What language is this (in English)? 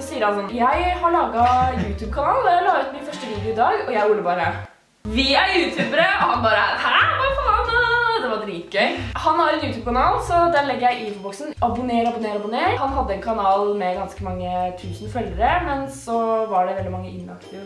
Norwegian